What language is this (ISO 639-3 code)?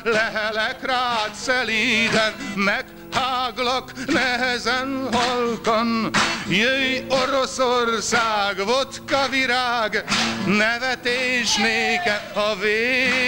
hun